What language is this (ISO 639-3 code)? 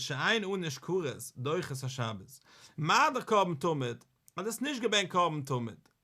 yid